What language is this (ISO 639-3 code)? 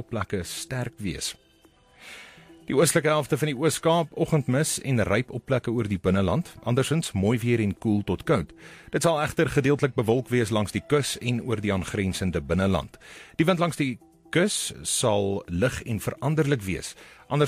afr